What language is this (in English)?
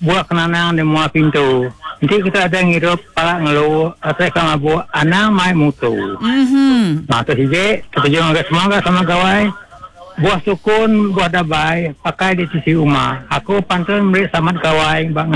Iban